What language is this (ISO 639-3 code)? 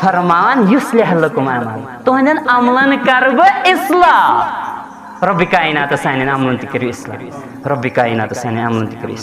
kas